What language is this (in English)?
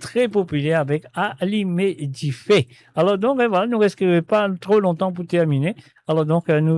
Morisyen